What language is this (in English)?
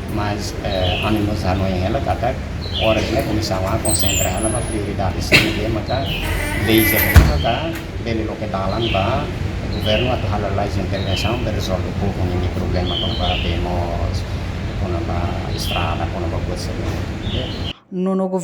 Tetum